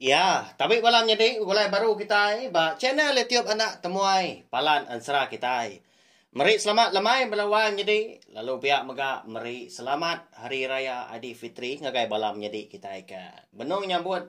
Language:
Iban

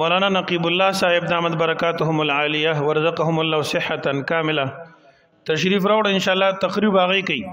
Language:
Pashto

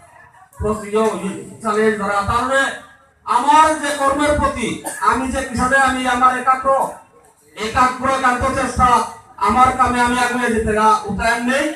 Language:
Bishnupriya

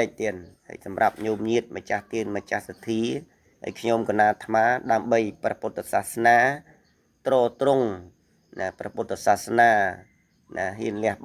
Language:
Khmer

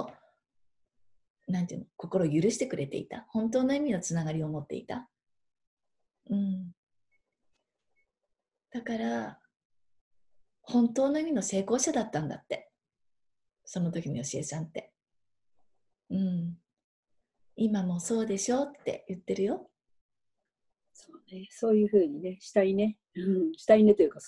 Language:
Japanese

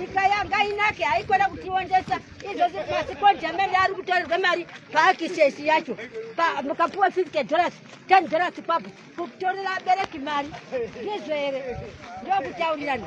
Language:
Shona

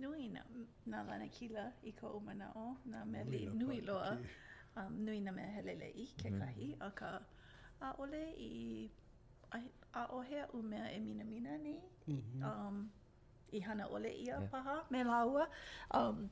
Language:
Hawaiian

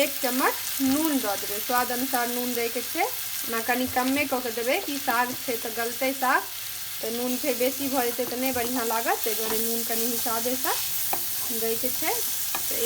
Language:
Maithili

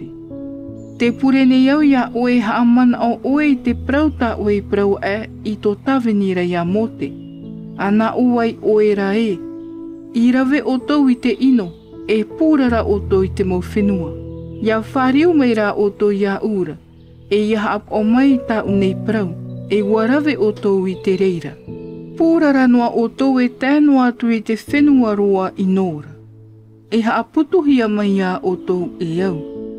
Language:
Tahitian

